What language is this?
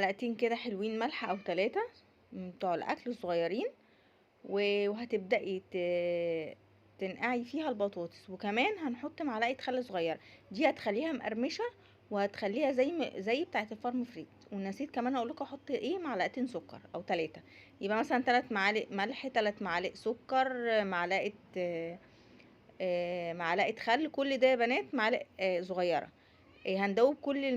Egyptian Arabic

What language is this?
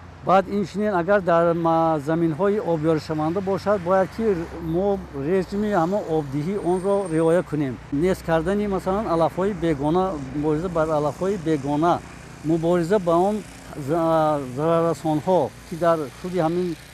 Tajik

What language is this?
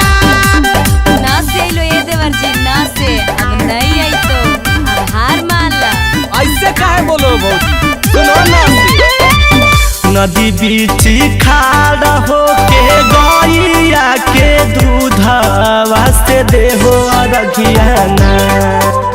Magahi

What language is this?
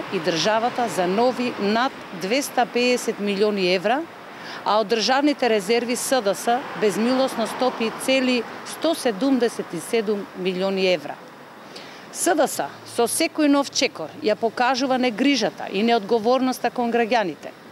Macedonian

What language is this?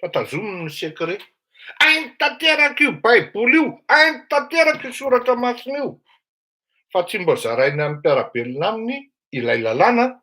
Malagasy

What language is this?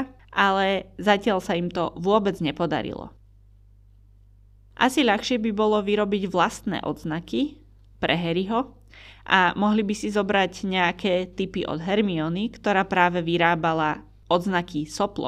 Slovak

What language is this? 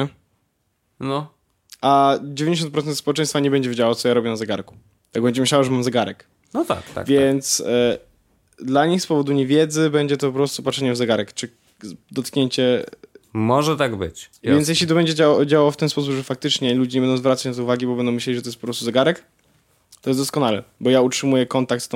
Polish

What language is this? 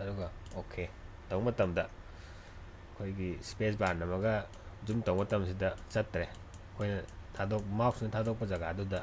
Manipuri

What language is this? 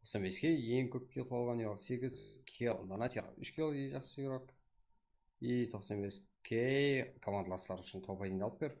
Kara-Kalpak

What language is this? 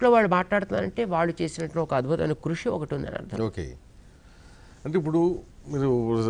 Telugu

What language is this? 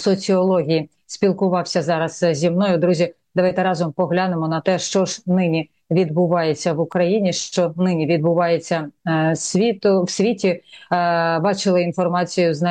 Ukrainian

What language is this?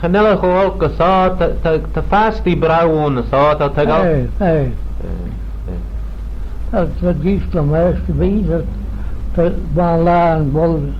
Manx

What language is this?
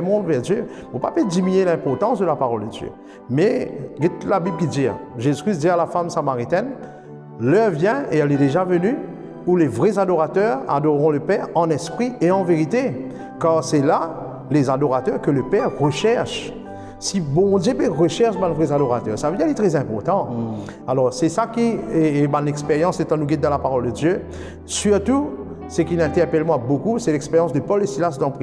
Morisyen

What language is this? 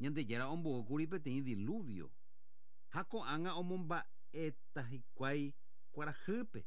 Guarani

